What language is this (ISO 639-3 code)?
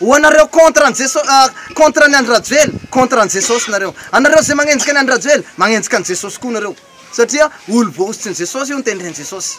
mlg